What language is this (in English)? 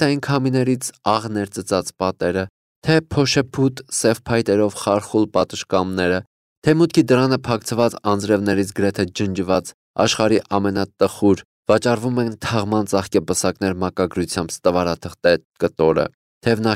Armenian